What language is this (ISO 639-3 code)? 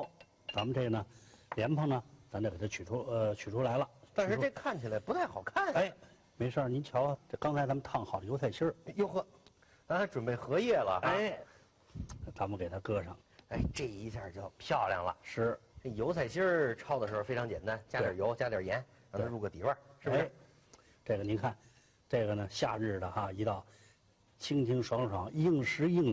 zho